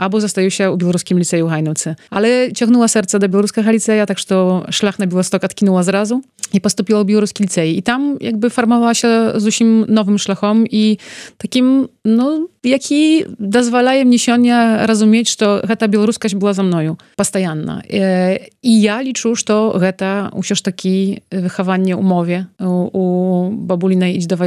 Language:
Belarusian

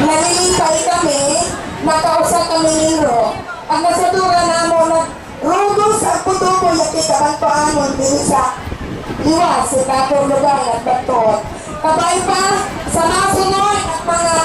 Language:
Bantoanon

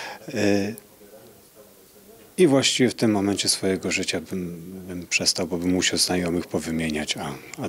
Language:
Polish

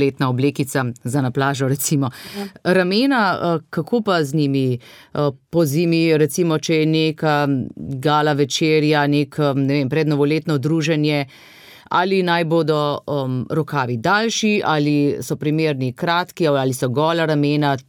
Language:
Slovenian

